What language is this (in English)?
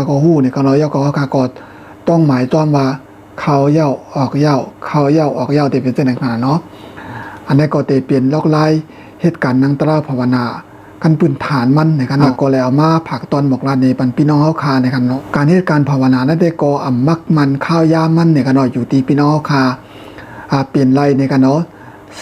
Shan